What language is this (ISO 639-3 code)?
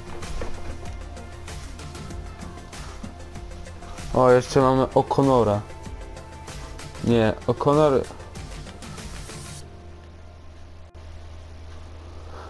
pol